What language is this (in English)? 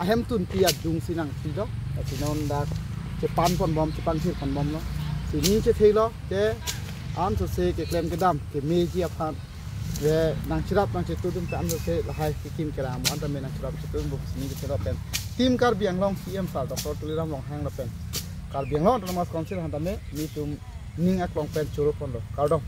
Karbi